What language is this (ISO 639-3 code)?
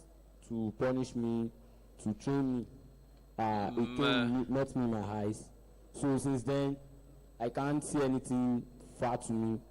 ewe